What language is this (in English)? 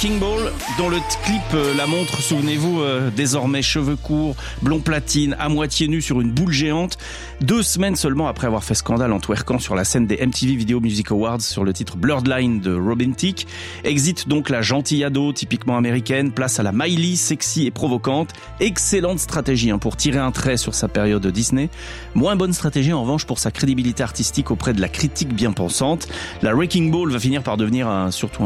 French